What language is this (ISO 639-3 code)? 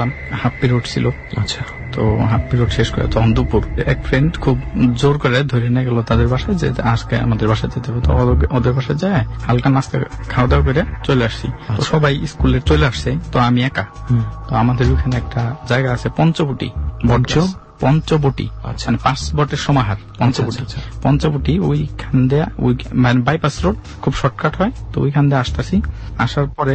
ben